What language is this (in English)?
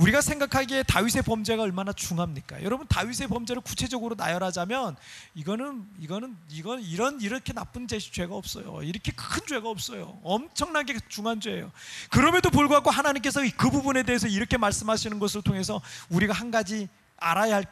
Korean